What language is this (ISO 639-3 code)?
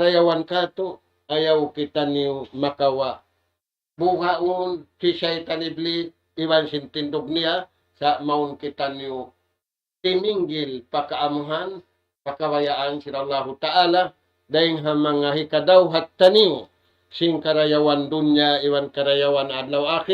tsg